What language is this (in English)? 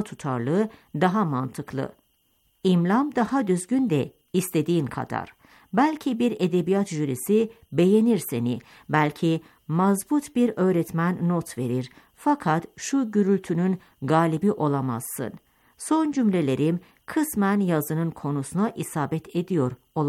Turkish